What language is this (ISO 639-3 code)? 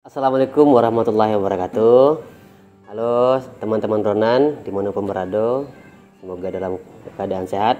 min